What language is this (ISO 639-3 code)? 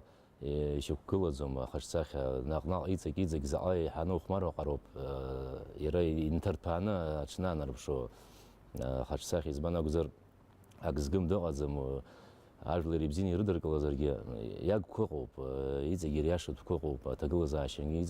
abk